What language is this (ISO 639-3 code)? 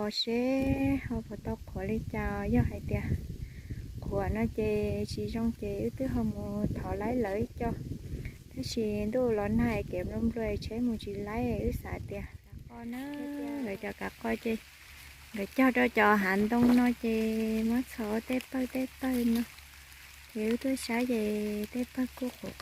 hmn